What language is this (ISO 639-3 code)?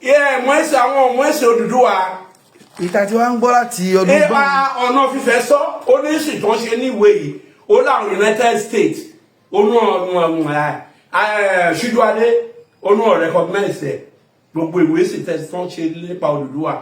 yor